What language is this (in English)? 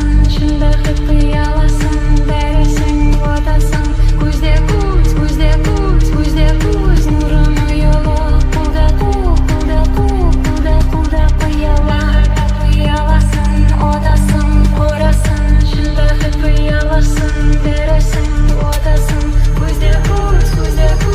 Kara-Kalpak